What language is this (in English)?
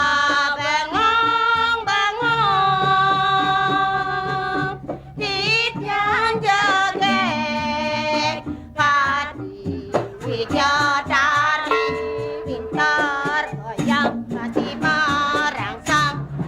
Balinese